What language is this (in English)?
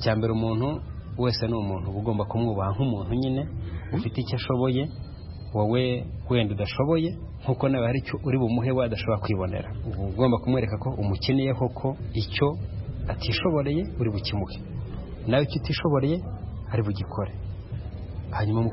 Kinyarwanda